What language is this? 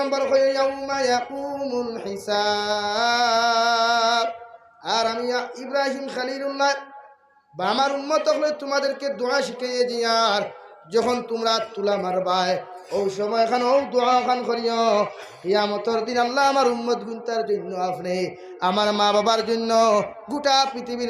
Sylheti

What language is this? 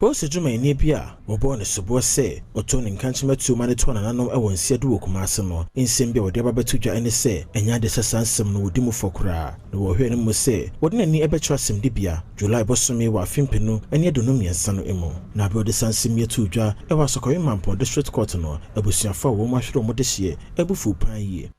Akan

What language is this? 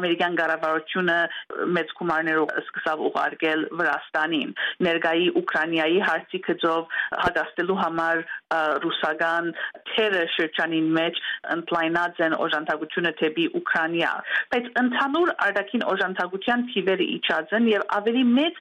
Armenian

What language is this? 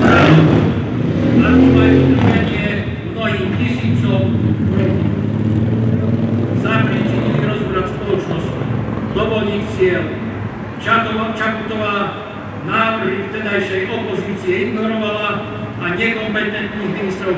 Slovak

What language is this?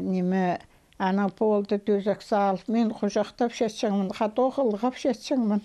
Khakas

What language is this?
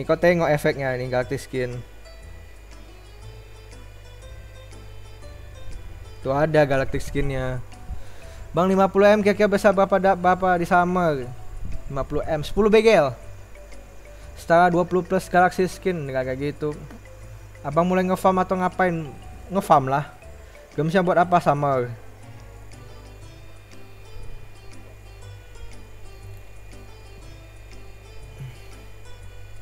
Indonesian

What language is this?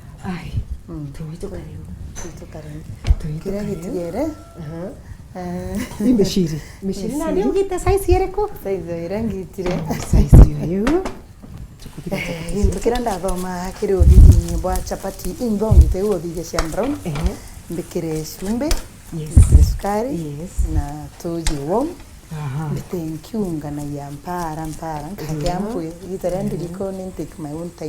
Meru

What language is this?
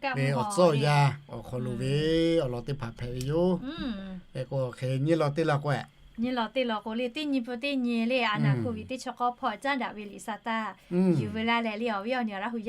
Lahu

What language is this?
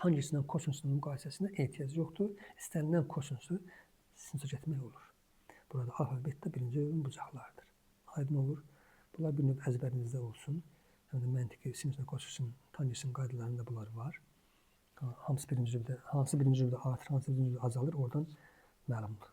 Azerbaijani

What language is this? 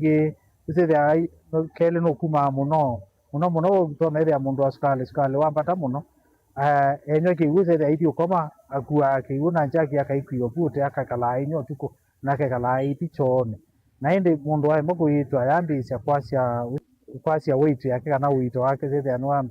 Kamba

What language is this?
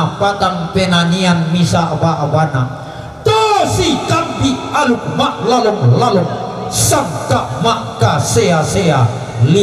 Toraja-Sa'dan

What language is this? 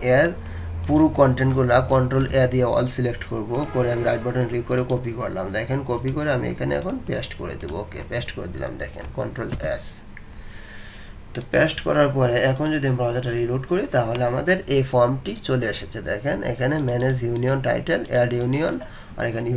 Bangla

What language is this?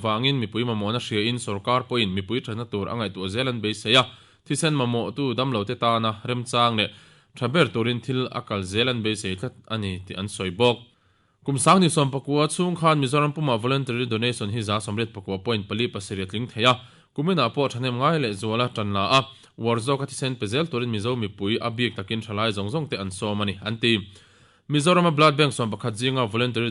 Mizo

